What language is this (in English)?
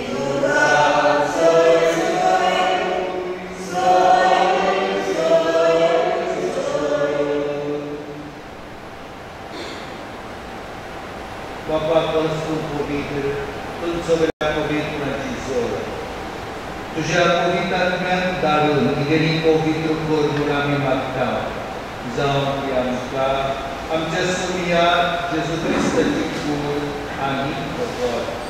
Konkani